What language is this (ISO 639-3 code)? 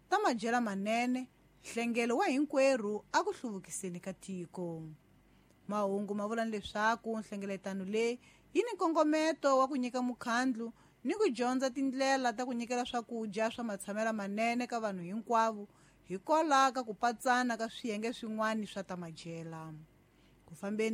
tso